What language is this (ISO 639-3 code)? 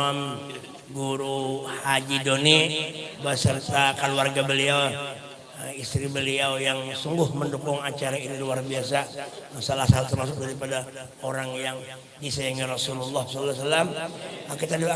bjn